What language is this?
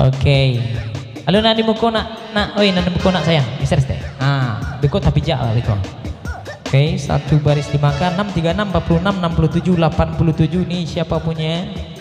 Minangkabau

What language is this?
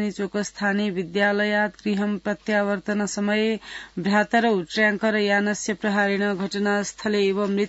Sanskrit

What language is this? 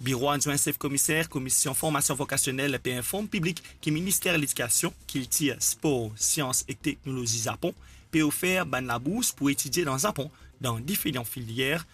Morisyen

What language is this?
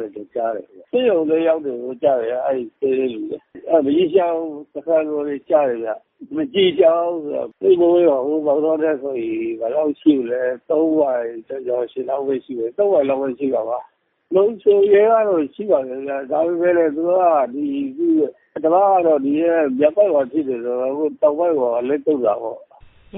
Burmese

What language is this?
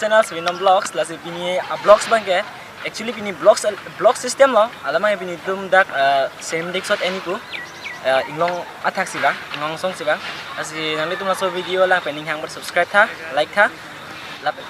Karbi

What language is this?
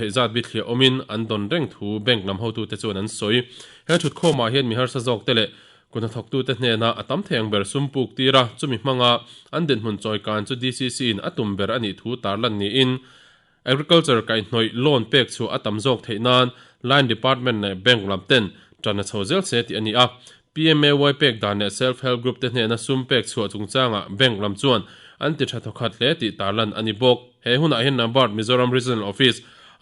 Mizo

